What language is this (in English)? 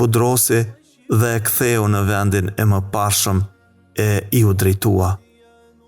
Albanian